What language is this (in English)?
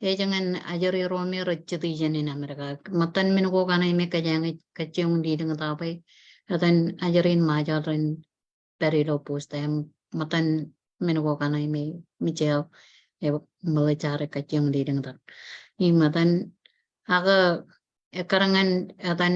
Marshallese